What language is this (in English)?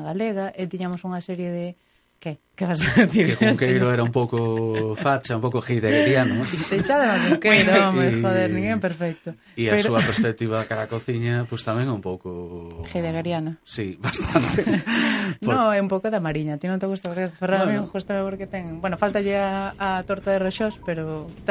Galician